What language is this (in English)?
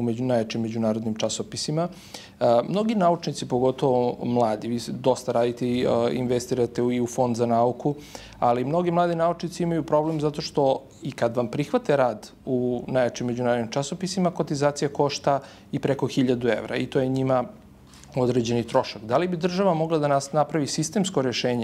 Serbian